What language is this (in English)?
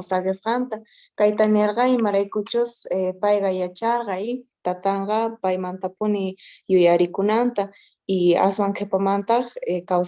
Quechua